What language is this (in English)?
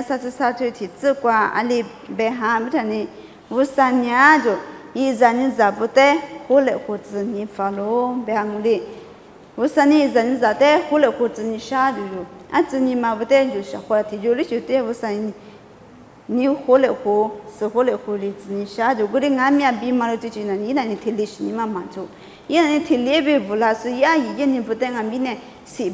Lisu